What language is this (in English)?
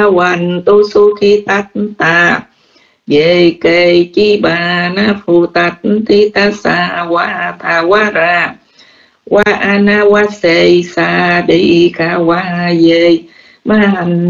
Vietnamese